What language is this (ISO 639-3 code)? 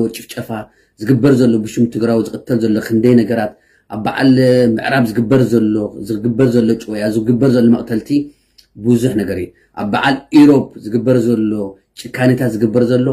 tir